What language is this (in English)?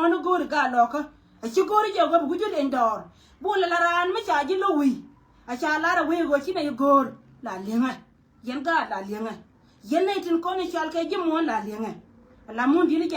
Nuer